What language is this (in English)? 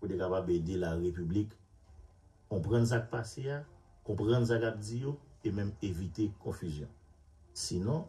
Haitian Creole